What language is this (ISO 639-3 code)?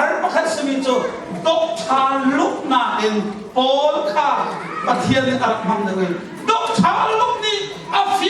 cnh